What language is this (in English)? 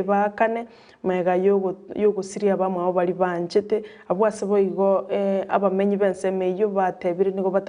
Gusii